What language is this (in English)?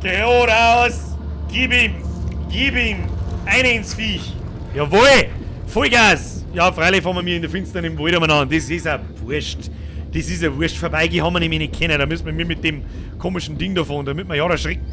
Bavarian